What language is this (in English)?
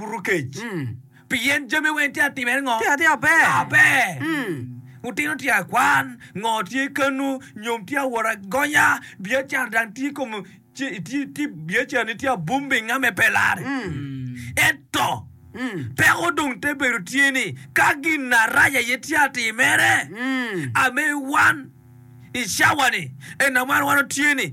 Acoli